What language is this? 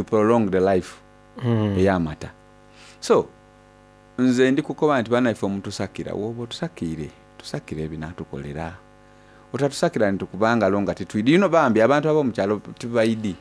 Soga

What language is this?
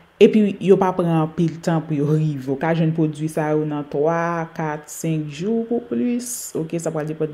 Haitian Creole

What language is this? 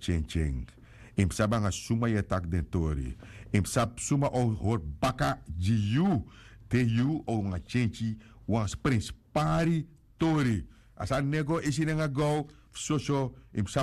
Sranan Tongo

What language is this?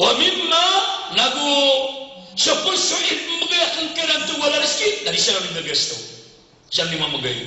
Maranao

